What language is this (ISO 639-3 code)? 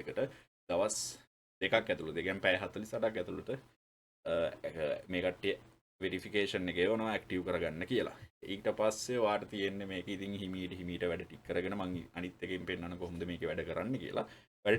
sin